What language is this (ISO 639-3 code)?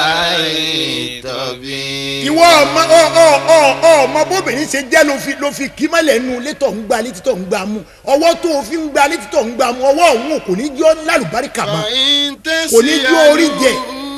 yor